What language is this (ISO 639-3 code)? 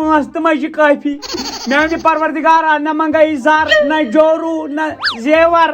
kas